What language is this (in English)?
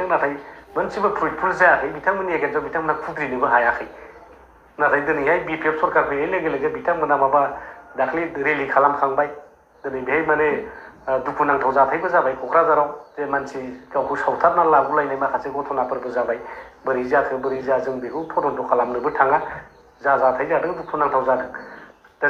Bodo